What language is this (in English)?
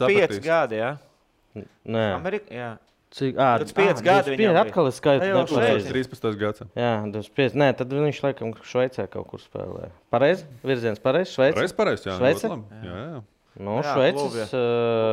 Latvian